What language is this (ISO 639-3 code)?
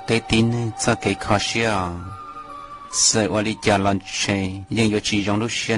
hmn